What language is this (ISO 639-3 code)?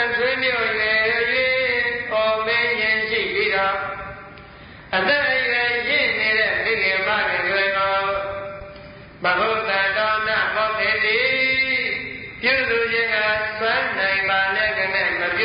mya